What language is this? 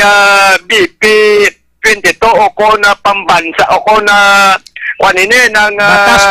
Hiligaynon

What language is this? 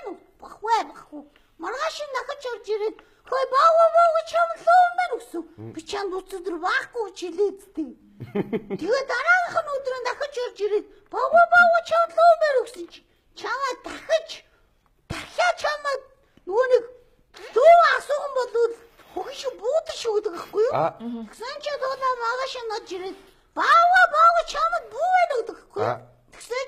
Mongolian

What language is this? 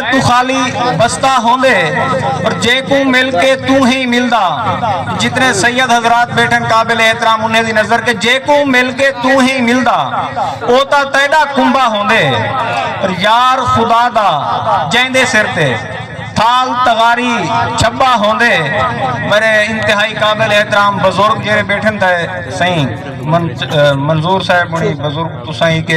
Saraiki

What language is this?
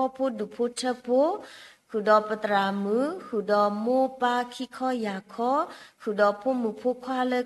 S'gaw Karen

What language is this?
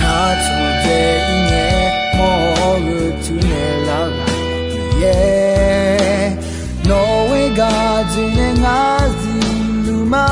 Akha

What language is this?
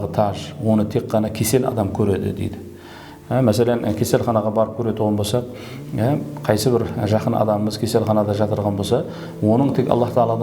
Kara-Kalpak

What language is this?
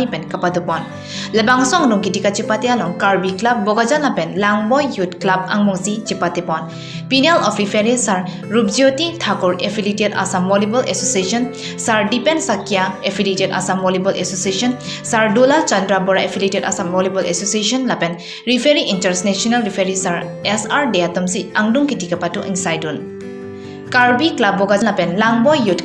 Karbi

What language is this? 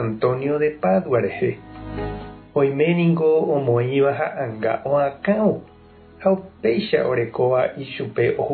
Guarani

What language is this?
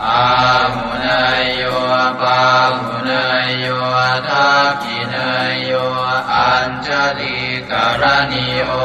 Pali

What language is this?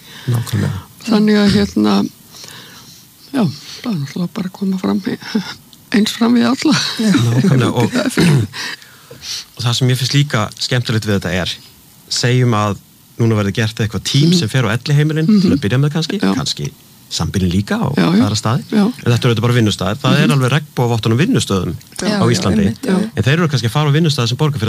Icelandic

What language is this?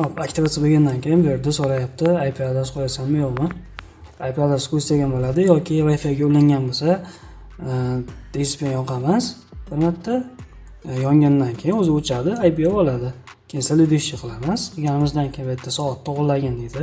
Uzbek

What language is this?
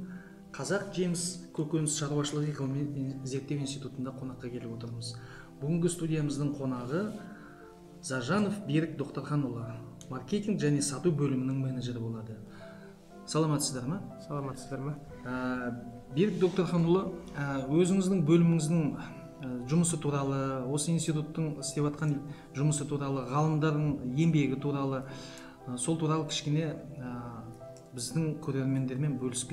Kazakh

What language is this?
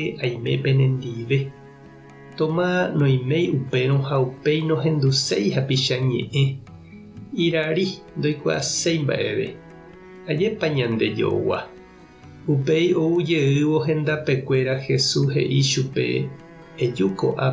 Guarani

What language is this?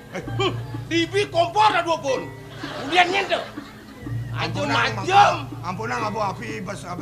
Balinese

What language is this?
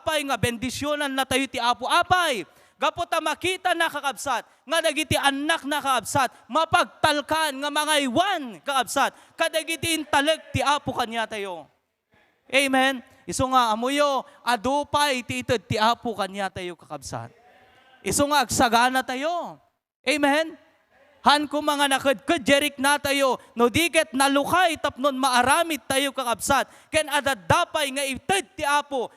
Iloko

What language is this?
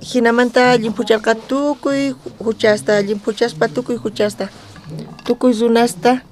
South Bolivian Quechua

